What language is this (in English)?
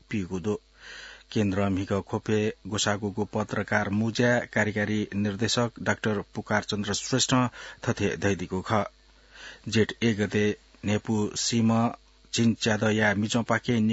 Newari